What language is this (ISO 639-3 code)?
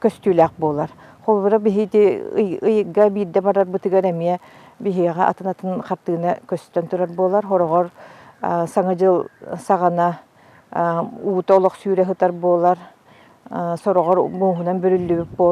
sah